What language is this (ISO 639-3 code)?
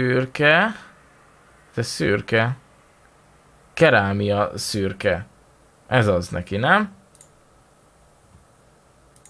hun